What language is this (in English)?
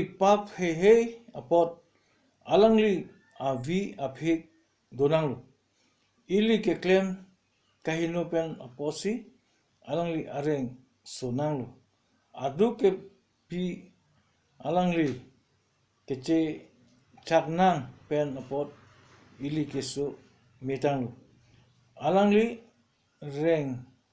Karbi